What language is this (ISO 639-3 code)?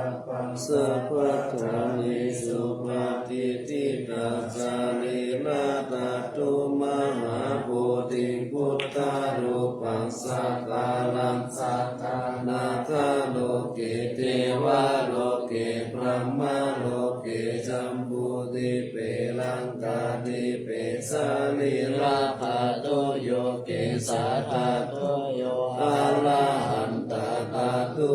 pli